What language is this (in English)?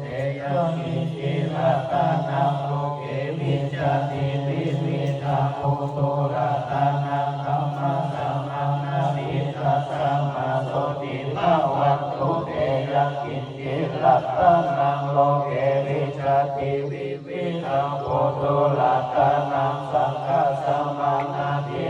Pali